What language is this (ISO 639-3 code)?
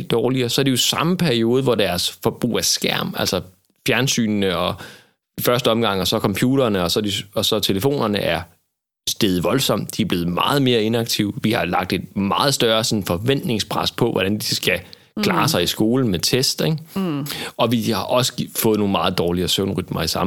dan